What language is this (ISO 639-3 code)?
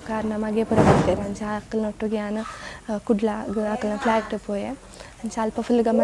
tcy